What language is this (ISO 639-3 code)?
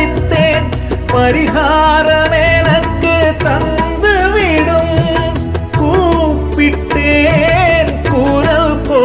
tam